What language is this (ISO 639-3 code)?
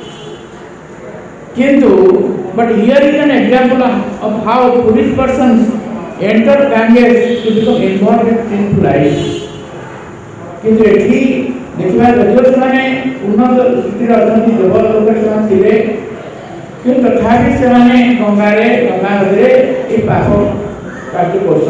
ori